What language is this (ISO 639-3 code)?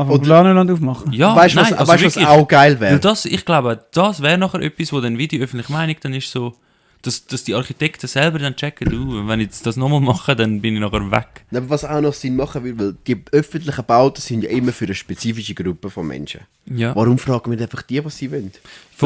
gsw